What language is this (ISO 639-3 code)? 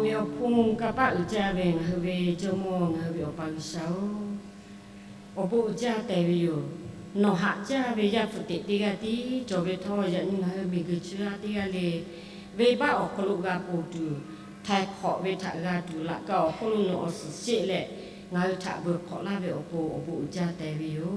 lhu